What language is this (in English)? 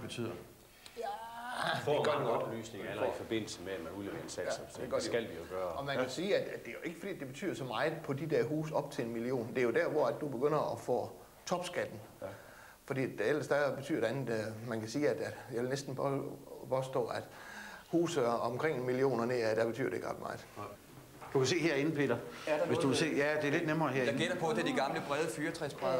Danish